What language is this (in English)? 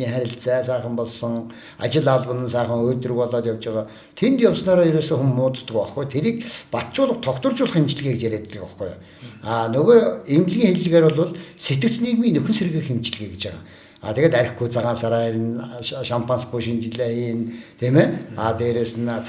Mongolian